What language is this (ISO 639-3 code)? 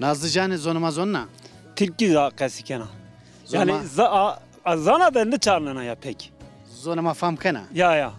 zza